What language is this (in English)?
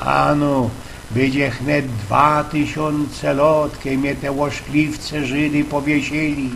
Silesian